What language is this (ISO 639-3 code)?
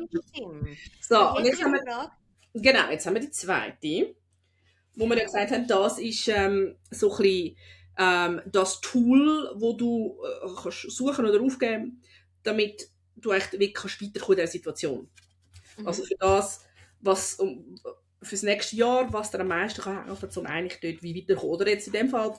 gsw